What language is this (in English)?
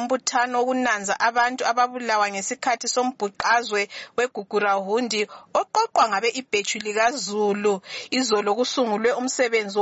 North Ndebele